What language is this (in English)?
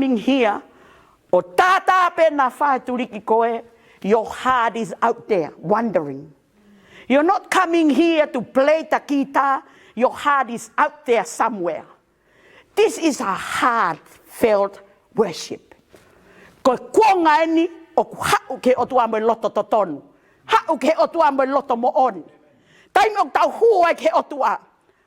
Tongan